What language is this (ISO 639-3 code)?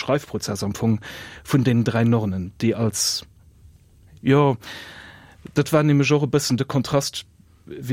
ltz